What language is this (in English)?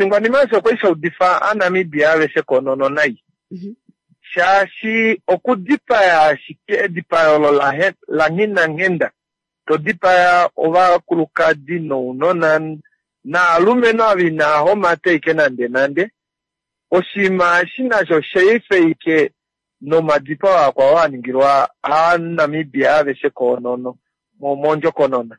Kuanyama